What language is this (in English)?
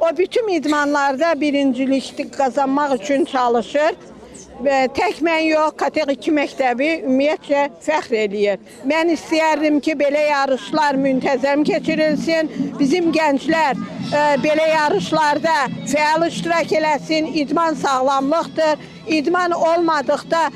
Azerbaijani